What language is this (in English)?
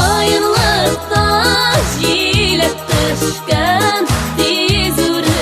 Bashkir